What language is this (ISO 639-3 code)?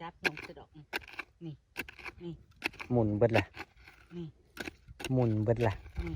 tts